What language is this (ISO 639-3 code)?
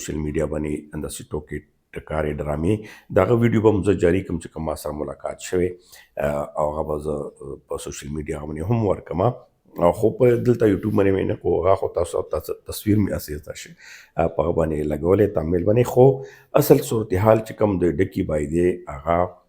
pus